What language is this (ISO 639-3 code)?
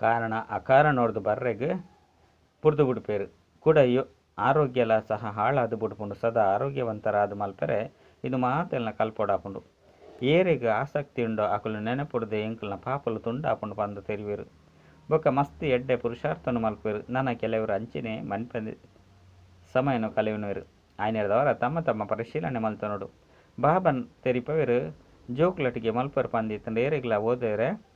tcy